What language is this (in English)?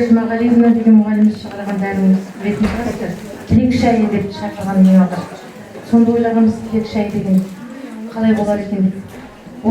Kazakh